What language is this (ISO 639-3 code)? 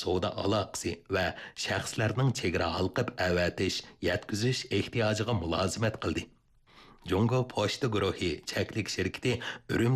uig